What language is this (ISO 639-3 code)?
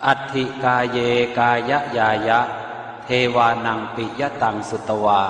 pli